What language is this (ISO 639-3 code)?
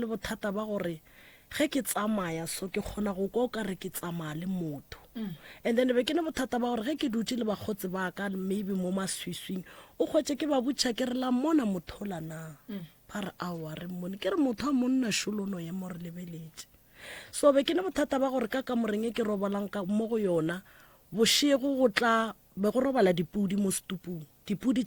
nso